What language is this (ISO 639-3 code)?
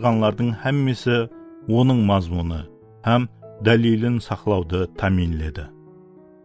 kaa